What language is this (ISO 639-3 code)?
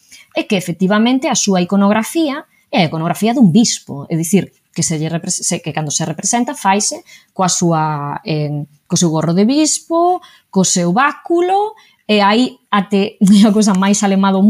glg